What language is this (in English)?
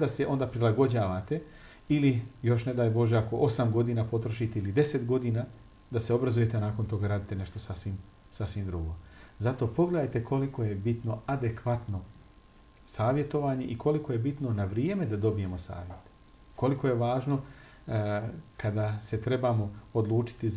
Bosnian